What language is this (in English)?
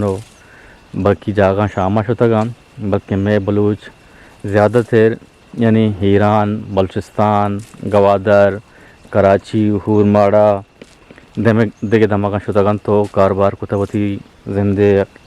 Eastern Balochi